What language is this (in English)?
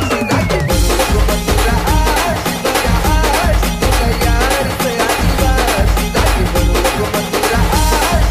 Marathi